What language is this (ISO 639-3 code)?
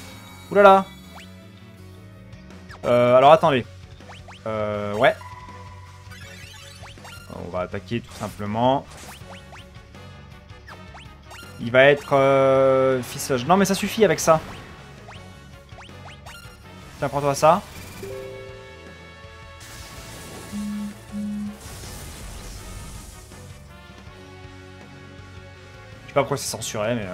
fra